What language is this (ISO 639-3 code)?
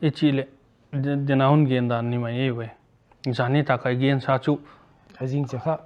pck